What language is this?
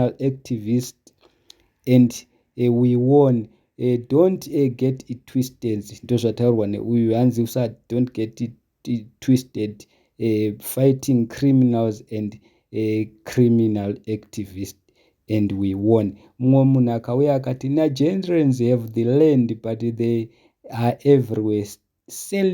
Shona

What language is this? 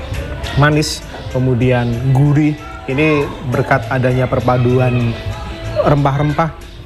Indonesian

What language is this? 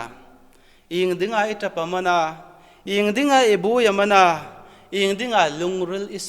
Hmar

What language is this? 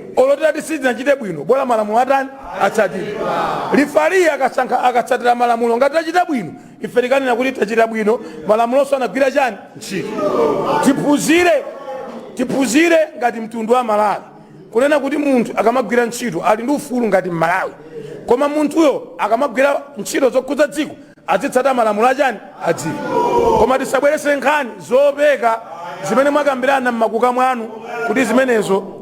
Nyanja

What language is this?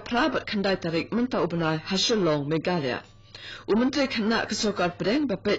Khasi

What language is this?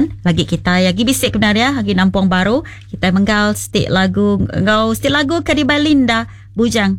Iban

